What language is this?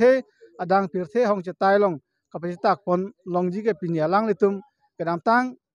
Karbi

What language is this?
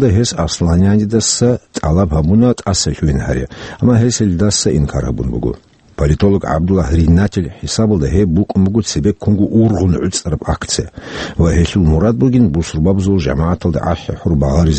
Avaric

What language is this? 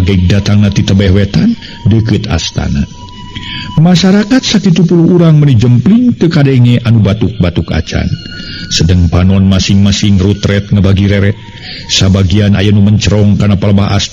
Sundanese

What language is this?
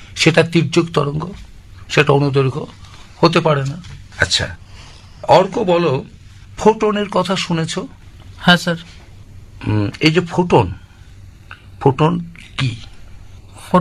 Bangla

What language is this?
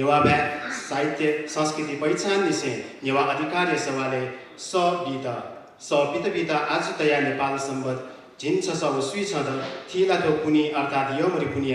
Newari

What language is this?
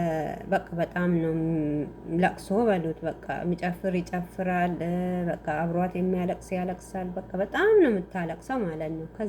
Amharic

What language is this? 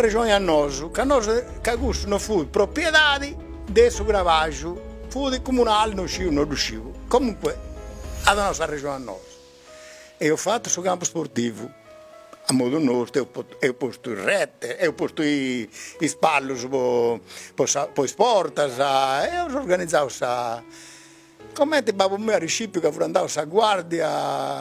Sardinian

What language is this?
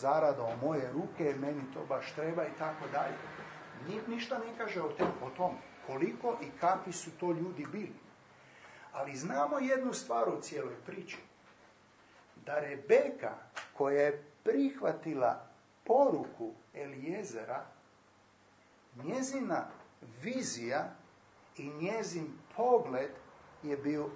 Croatian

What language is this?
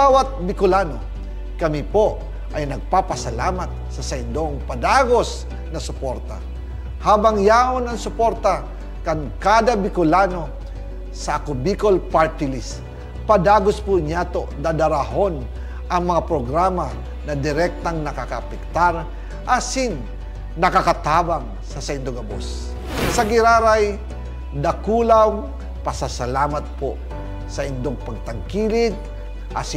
Bikol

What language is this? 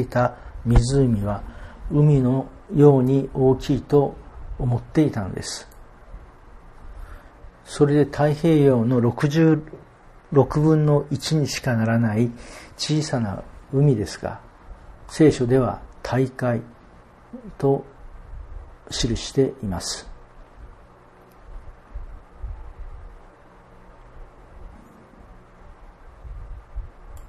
Japanese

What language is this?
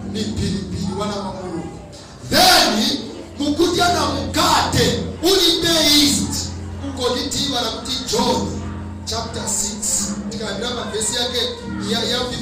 Nyanja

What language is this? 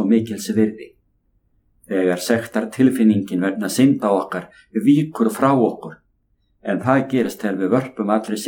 Icelandic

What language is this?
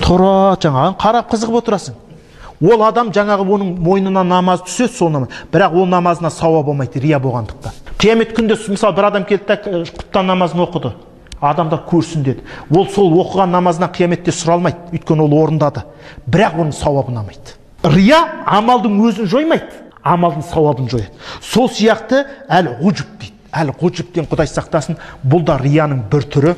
Kazakh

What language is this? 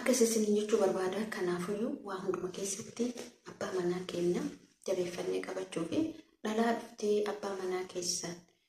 Oromo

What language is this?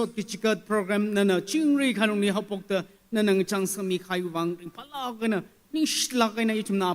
Tangkhul Naga (India)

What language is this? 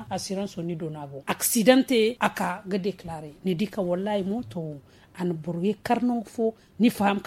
Zarma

